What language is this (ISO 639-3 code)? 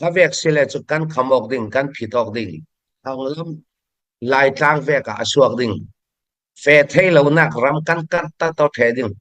cfm